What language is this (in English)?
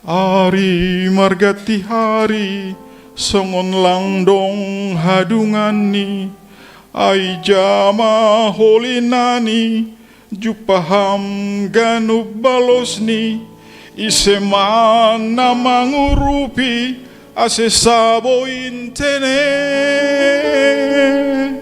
Batak Simalungun